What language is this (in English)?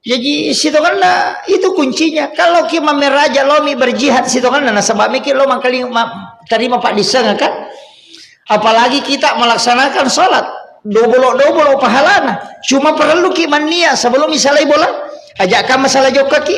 Buginese